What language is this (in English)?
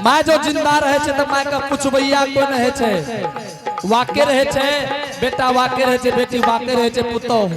Angika